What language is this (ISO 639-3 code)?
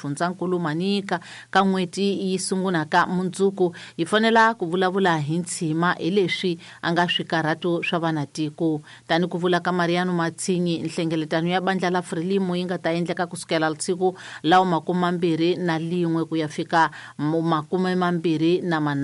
tso